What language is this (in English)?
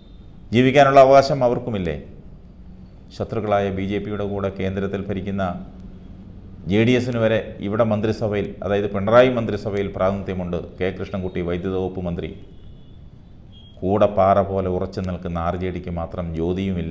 Malayalam